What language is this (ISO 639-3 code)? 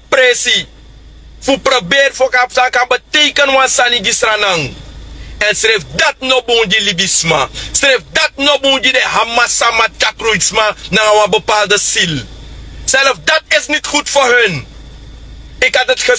srn